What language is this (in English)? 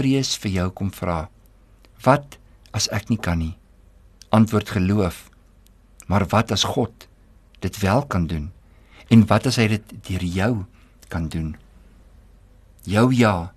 Afrikaans